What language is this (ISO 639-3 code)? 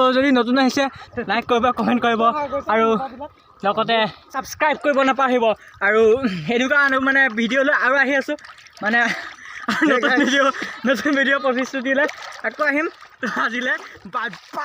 asm